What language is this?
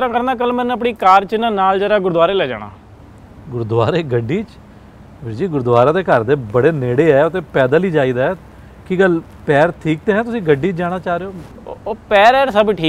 Punjabi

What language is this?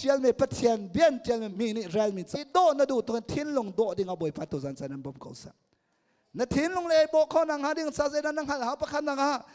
Hakha Chin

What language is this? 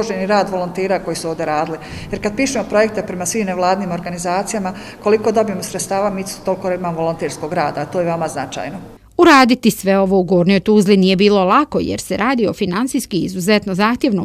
Bosnian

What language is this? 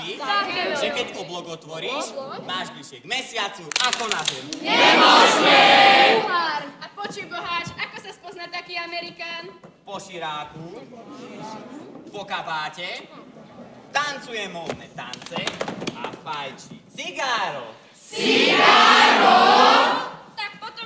Slovak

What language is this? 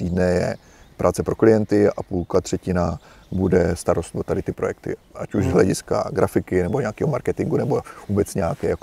Czech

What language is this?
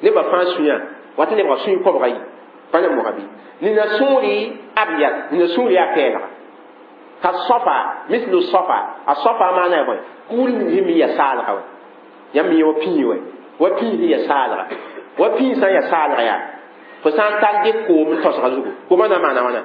Mossi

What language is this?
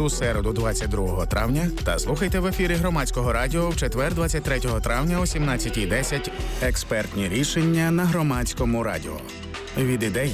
Ukrainian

